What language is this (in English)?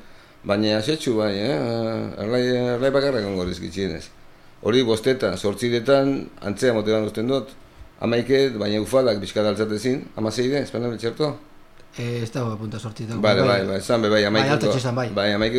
Basque